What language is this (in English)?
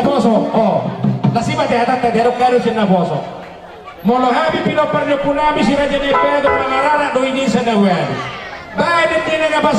Batak Toba